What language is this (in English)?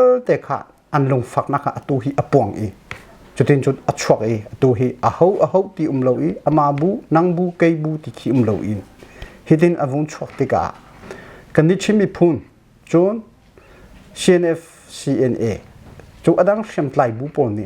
Hakha Chin